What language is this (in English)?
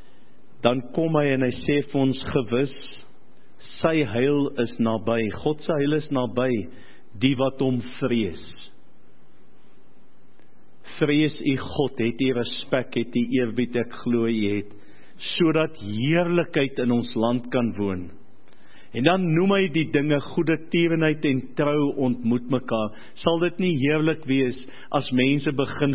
Afrikaans